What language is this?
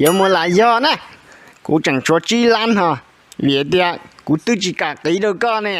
Hmong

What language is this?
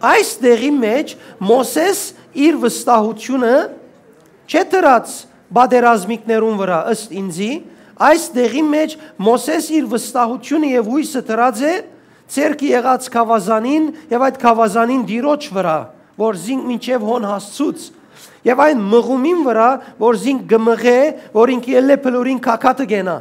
Western Armenian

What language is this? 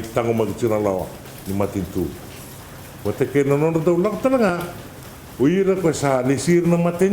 Fijian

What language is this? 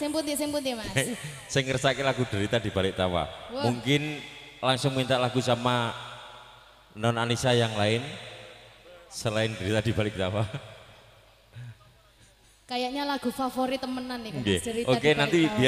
Indonesian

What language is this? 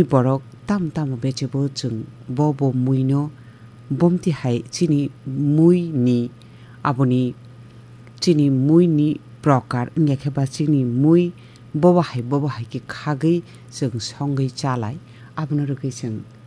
Kok Borok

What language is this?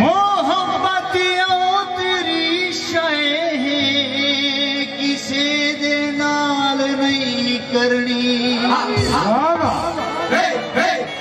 Saraiki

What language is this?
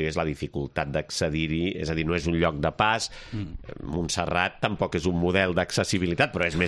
Catalan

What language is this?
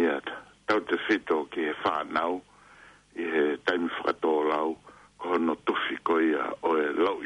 Tongan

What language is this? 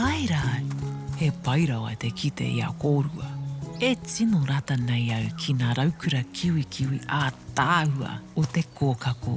Māori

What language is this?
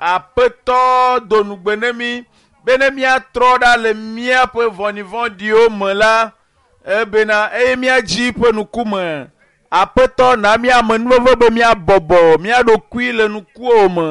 Ewe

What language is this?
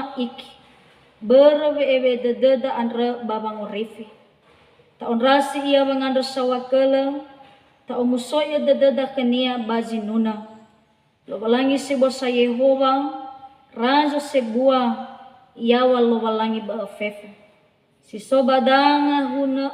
Nias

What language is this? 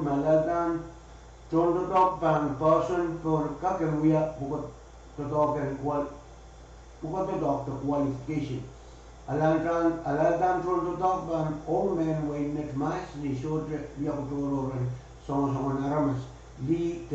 Pohnpeian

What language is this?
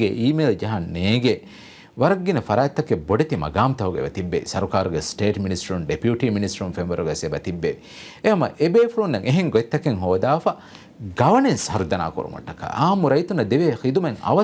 Divehi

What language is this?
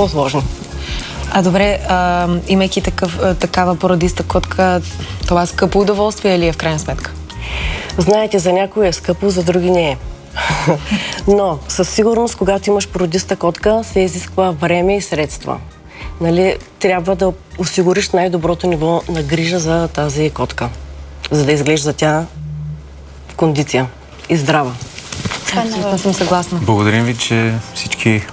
Bulgarian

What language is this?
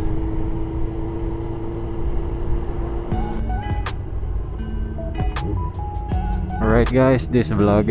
Filipino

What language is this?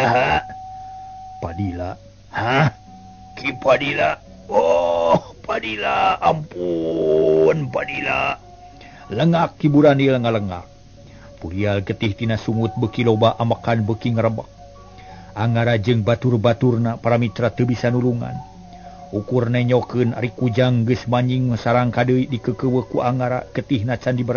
Sundanese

